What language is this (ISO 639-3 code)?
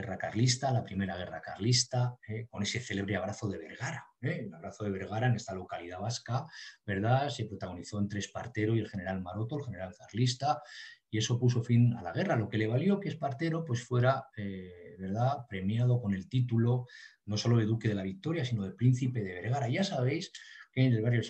spa